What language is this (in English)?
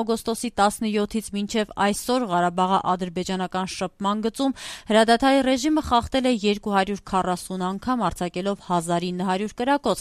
Armenian